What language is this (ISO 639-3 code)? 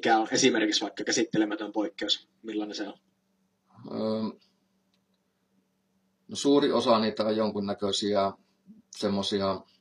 fin